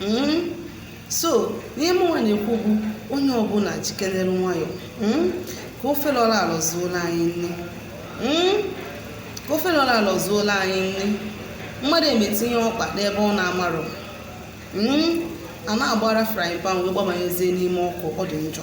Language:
Igbo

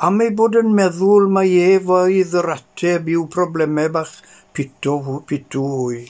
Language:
Welsh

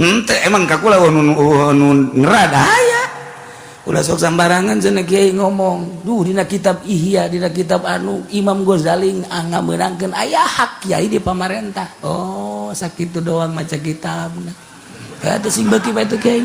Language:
Sundanese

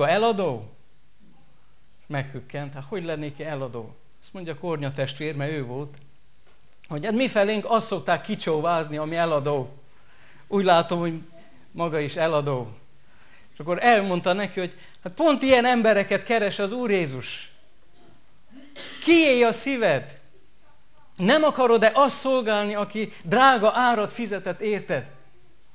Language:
Hungarian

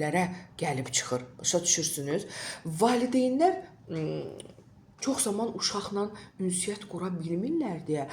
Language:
Azerbaijani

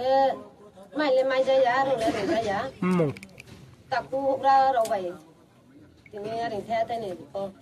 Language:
Riang (India)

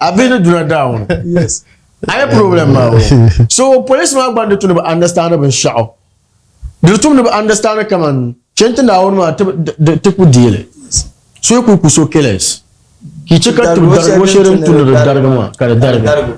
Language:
Dagbani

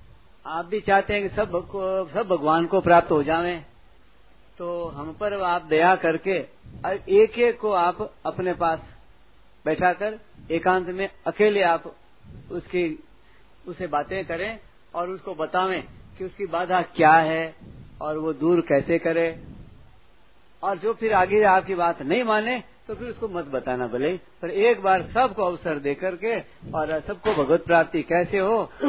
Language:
Hindi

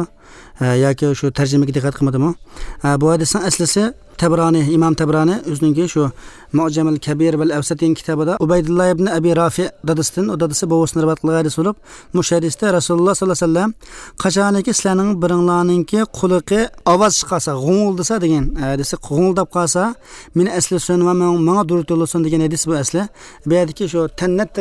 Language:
Uyghur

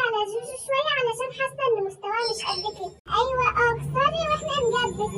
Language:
Egyptian Arabic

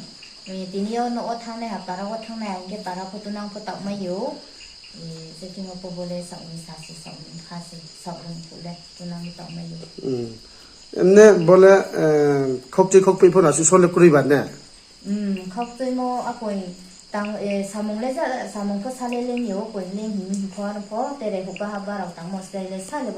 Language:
Riang (India)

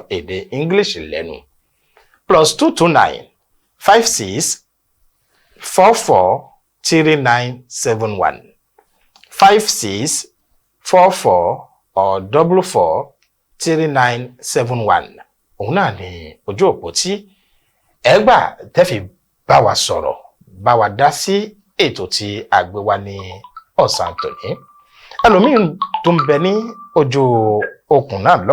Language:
Yoruba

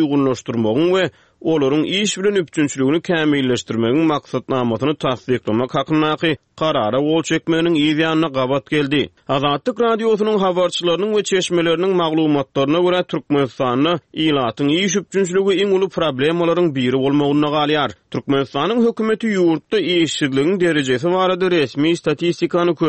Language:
Turkmen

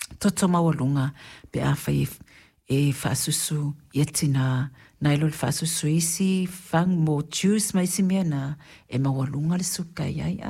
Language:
Samoan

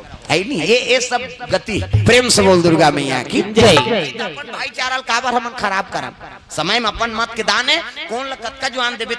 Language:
Chhattisgarhi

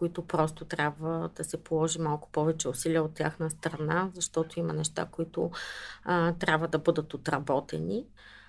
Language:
Bulgarian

